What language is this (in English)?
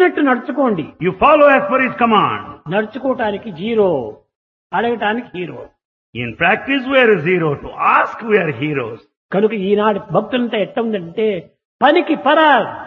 Telugu